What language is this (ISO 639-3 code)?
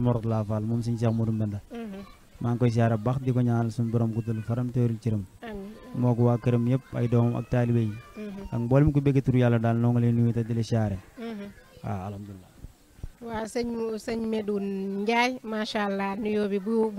wol